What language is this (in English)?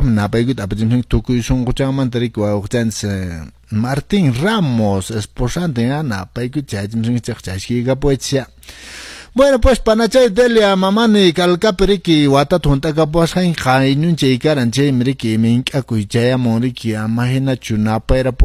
Quechua